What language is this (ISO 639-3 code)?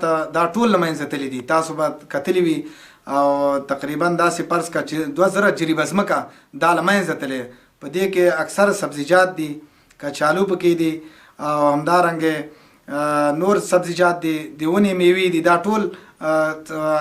pus